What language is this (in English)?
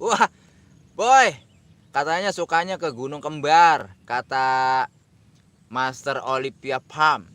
Betawi